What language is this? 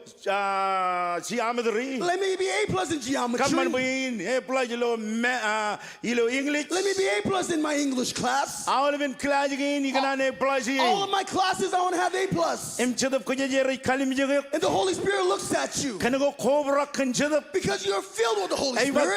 Marshallese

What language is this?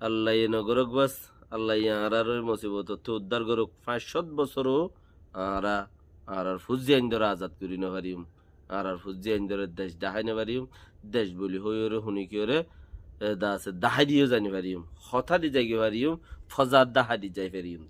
Rohingya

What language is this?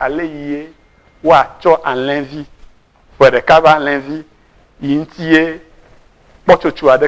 Ewe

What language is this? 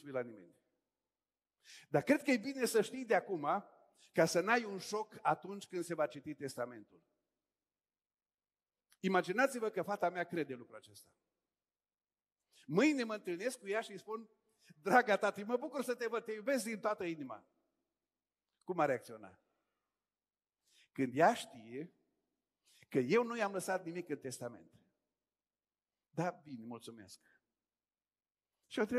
Romanian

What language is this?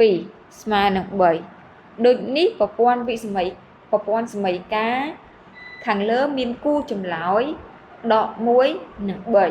Khmer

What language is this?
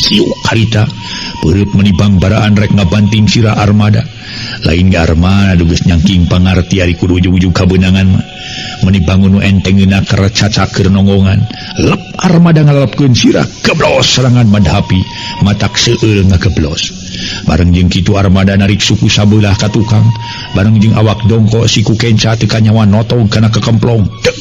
Sundanese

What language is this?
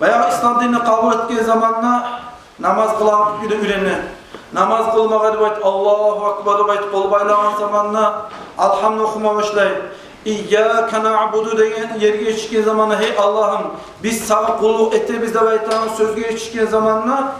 Kumyk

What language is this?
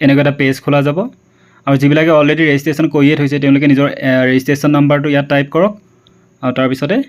Assamese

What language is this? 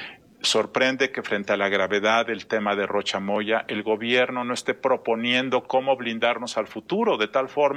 Spanish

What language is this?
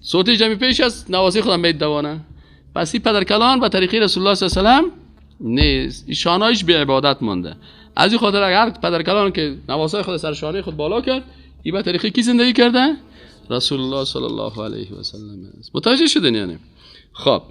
Persian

